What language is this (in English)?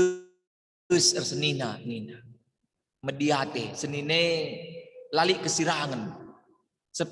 Batak Karo